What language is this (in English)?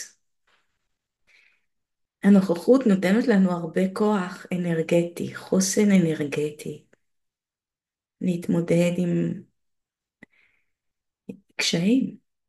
Hebrew